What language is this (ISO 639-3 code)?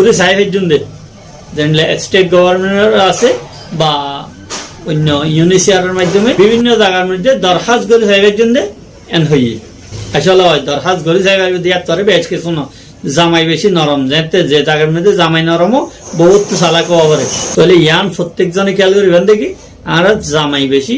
rhg